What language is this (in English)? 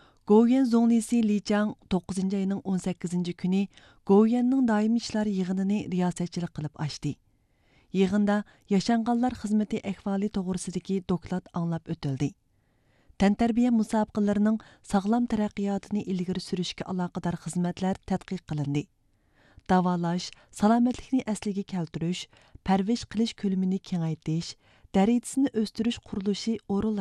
Uyghur